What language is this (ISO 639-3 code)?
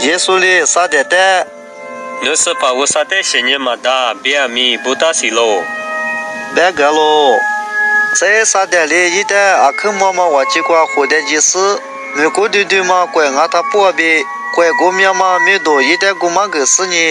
lis